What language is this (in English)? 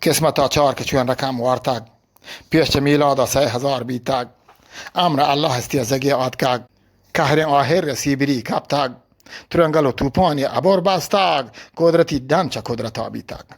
Eastern Balochi